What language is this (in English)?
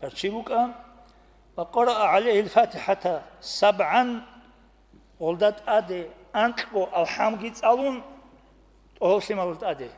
Avaric